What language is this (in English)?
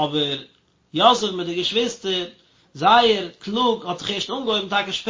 Yiddish